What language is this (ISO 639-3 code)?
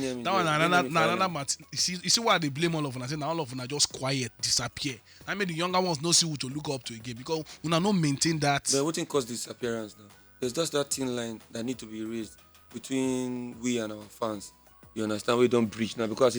pcm